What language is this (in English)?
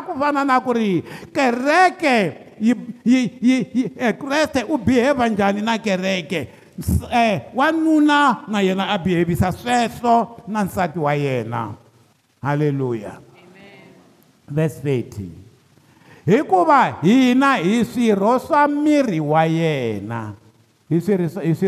Tsonga